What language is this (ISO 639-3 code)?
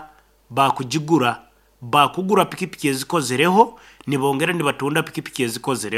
nyn